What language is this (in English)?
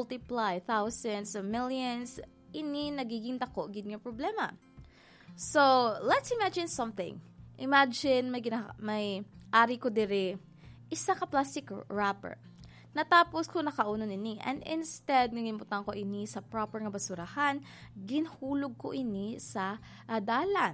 Hiligaynon